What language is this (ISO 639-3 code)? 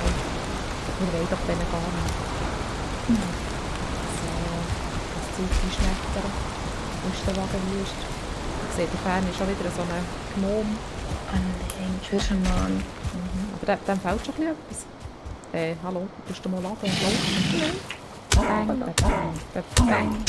gsw